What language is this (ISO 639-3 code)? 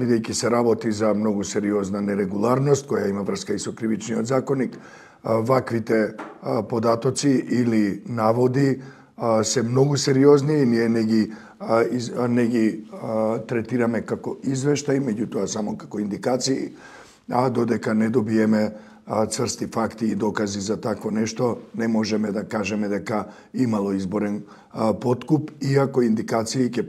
mkd